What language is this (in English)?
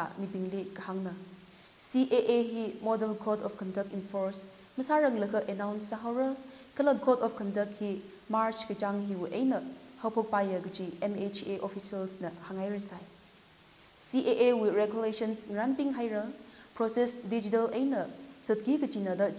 Tangkhul Naga (India)